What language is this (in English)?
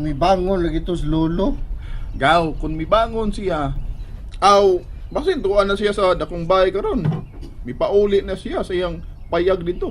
Cebuano